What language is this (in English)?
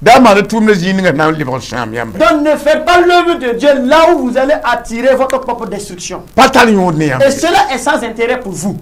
Mossi